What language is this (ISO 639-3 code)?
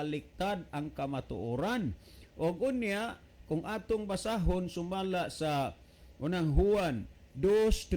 ceb